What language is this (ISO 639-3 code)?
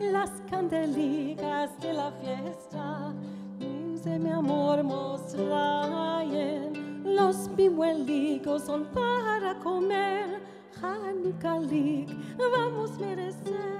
lad